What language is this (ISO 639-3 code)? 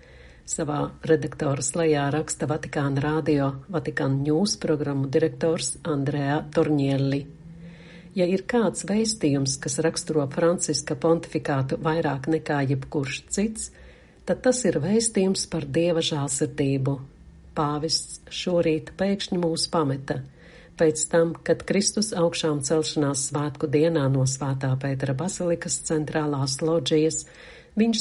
lav